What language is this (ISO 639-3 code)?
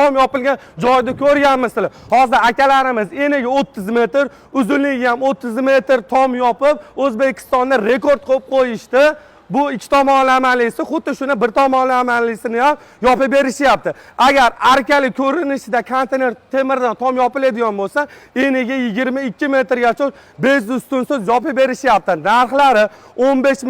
uzb